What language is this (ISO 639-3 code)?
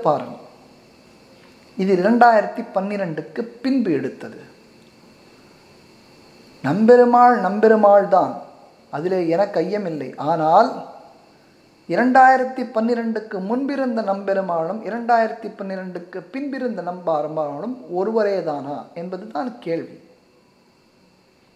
tam